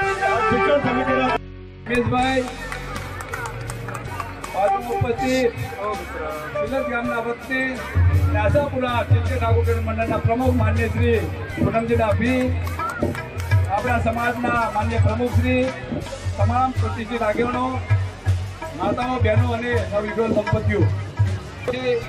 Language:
Gujarati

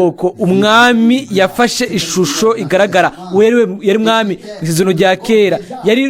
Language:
Rundi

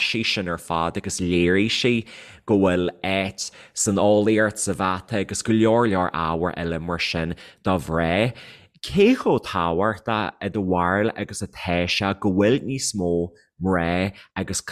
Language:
Irish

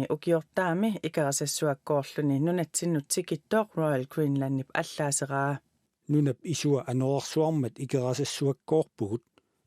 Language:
Kalaallisut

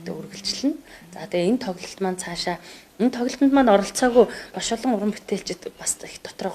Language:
Mongolian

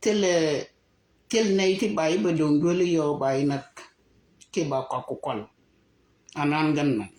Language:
Nuer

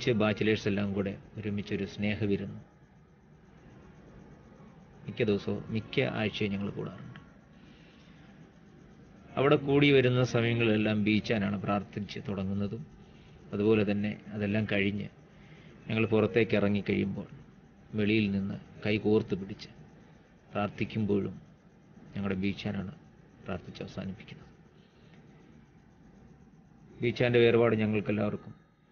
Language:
Malayalam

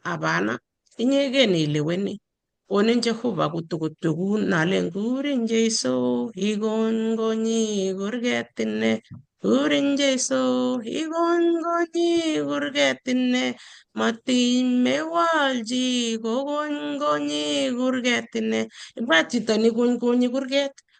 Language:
Kalenjin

